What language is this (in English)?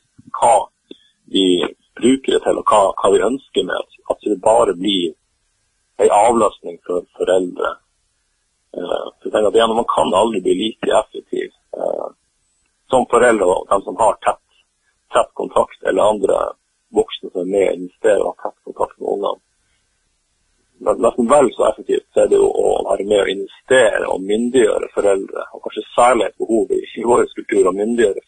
Norwegian